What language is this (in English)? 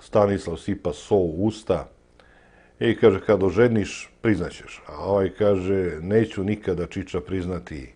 Serbian